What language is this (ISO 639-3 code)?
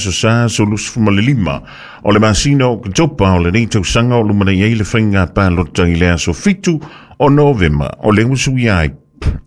smo